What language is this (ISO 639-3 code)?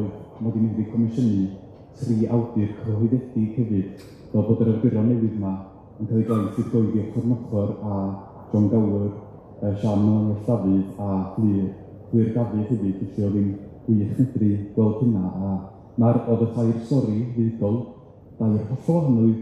cym